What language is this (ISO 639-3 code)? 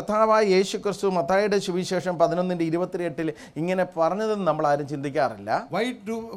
mal